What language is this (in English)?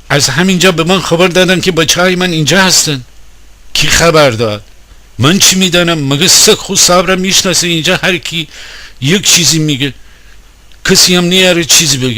Gilaki